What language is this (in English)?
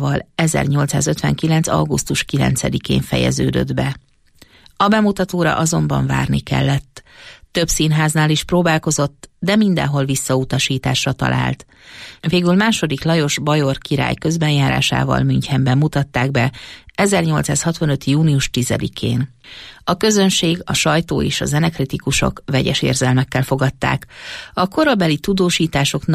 Hungarian